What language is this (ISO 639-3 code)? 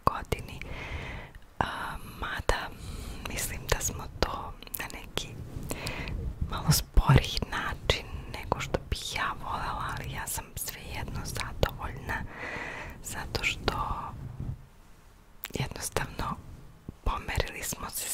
srp